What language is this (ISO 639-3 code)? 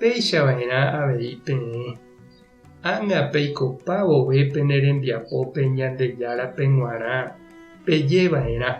grn